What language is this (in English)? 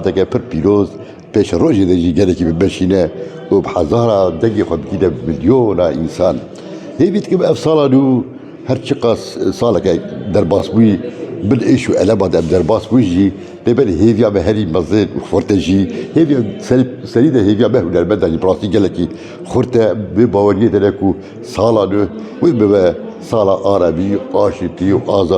Kurdish